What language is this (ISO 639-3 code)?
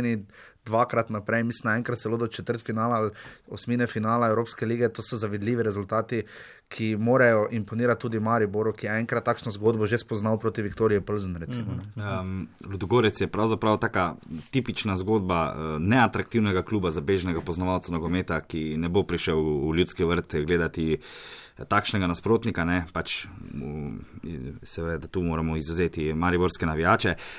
slv